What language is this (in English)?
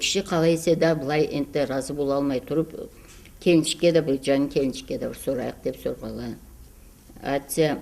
Karachay-Balkar